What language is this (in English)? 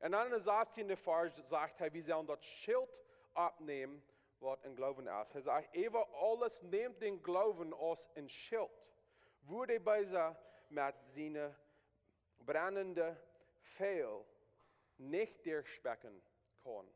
Plautdietsch